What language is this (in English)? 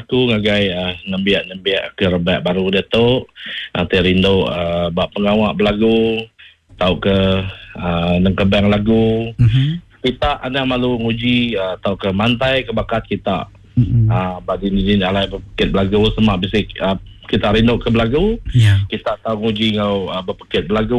Iban